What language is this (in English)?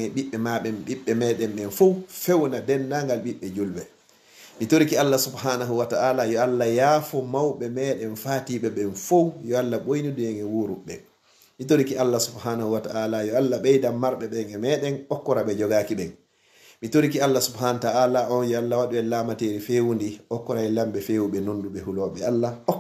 Fula